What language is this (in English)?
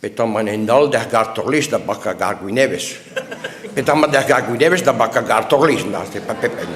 Breton